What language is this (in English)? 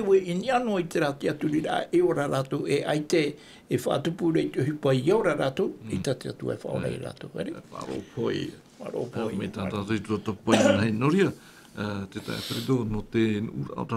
Tahitian